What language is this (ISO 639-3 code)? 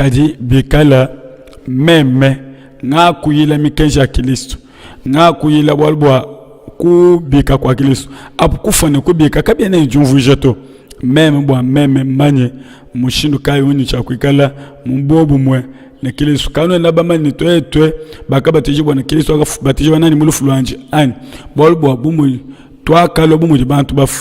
lua